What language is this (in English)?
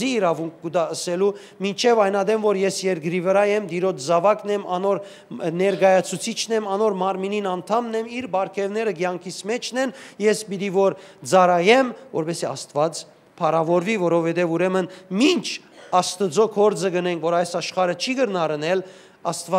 Western Armenian